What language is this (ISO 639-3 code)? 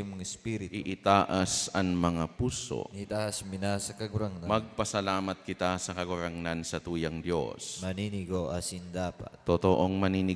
bik